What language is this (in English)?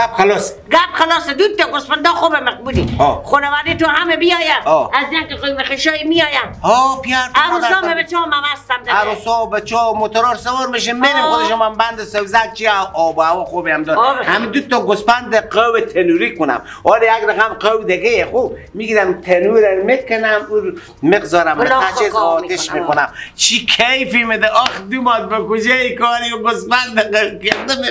Persian